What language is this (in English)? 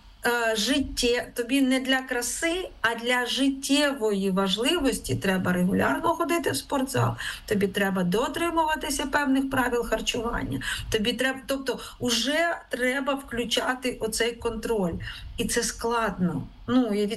Ukrainian